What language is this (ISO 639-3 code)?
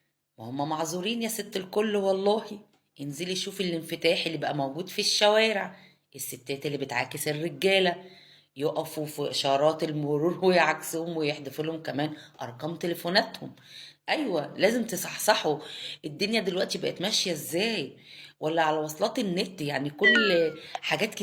arz